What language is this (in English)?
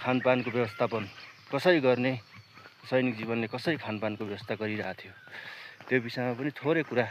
Nepali